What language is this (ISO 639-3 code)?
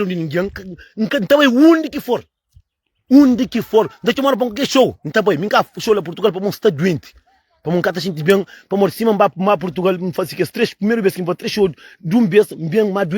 kea